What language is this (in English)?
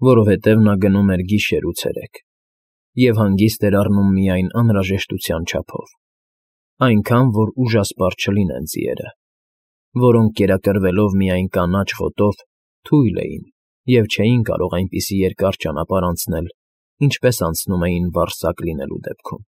Armenian